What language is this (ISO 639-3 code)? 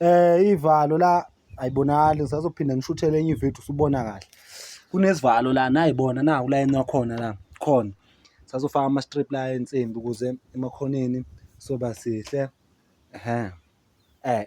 zul